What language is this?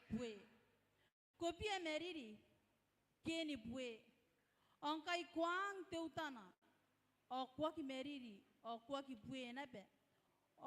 Gilbertese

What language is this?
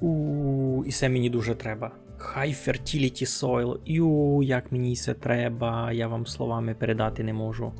Rusyn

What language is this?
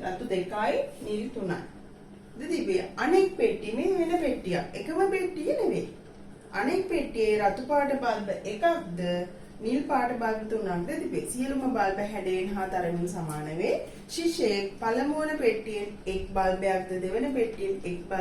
Sinhala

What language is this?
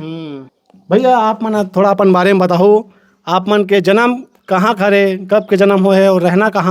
Chhattisgarhi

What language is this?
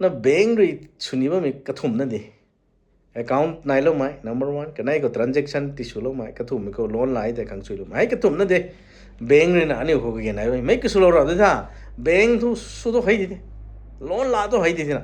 Rongmei Naga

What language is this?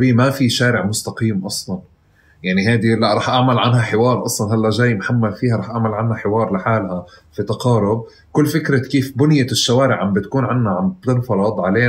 North Levantine Arabic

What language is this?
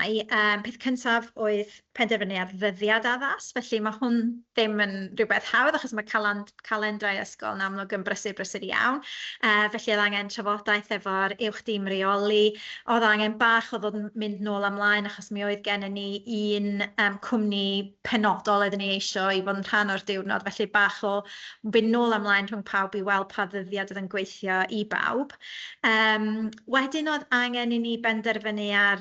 Welsh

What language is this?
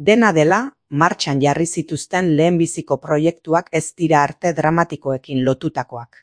Basque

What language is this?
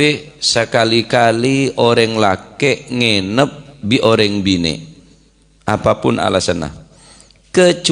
Madurese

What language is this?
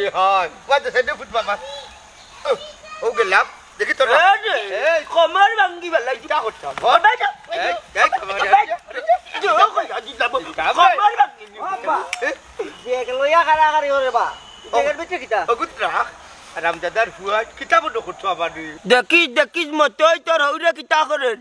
Sylheti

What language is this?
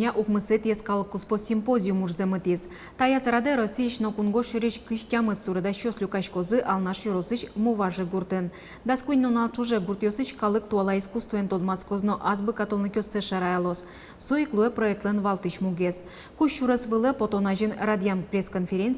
Udmurt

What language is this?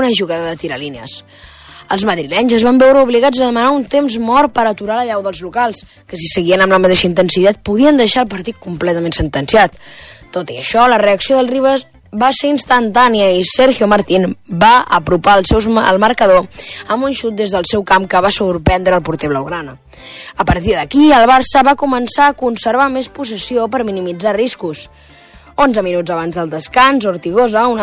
Catalan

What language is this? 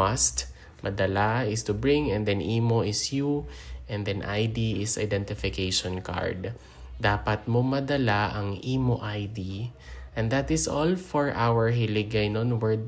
Hiligaynon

